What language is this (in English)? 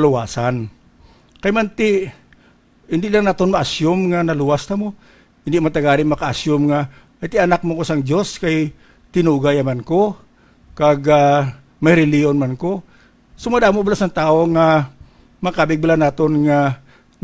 Hiligaynon